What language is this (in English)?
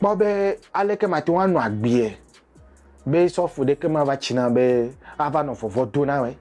Ewe